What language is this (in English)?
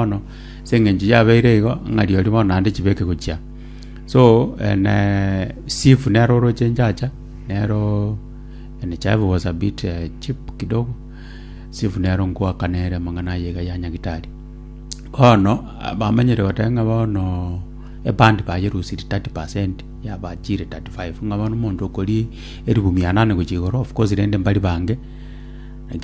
Gusii